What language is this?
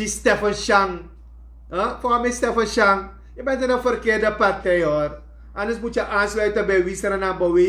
Sranan Tongo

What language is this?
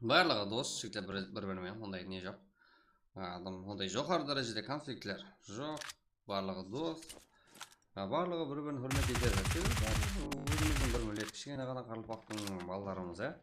Kara-Kalpak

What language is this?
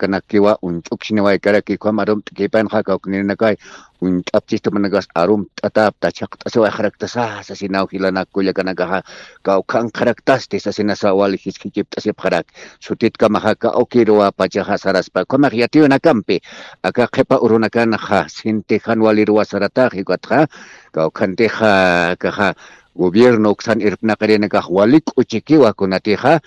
Aymara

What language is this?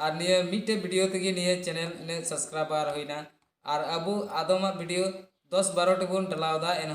Santali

